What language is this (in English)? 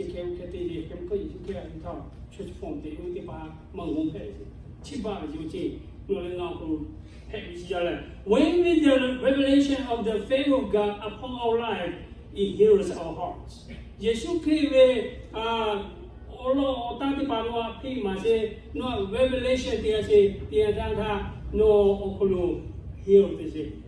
Lahu